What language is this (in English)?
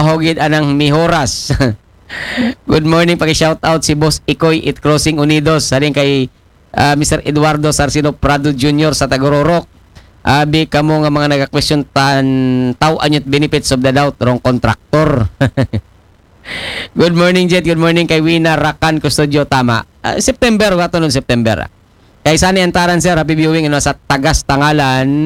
Aklanon